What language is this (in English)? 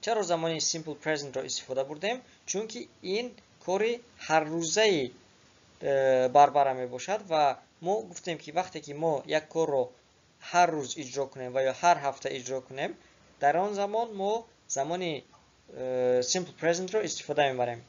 Tajik